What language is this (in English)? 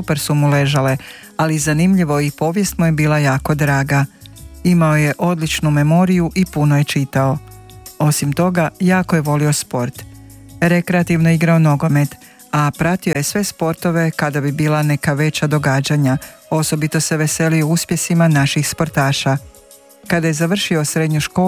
Croatian